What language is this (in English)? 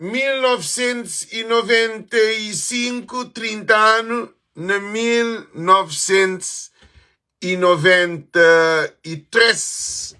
Kabuverdianu